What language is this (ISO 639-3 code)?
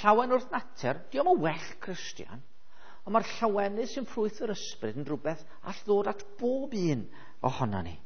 cym